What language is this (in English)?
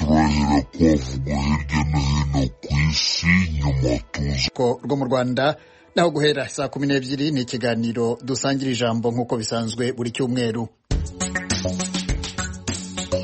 Kinyarwanda